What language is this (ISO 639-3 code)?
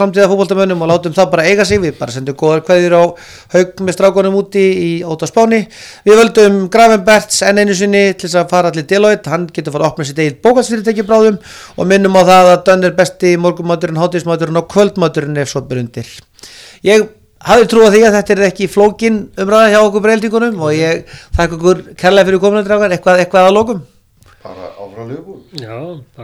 isl